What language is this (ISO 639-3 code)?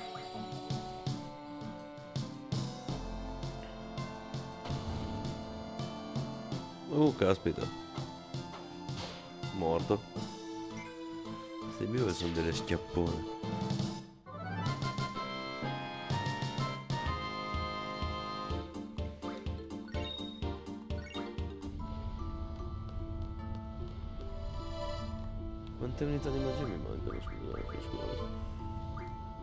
ita